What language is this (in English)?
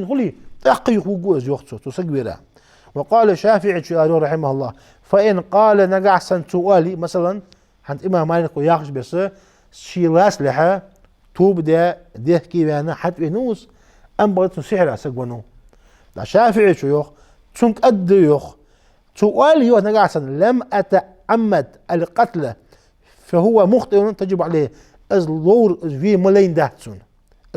Ingush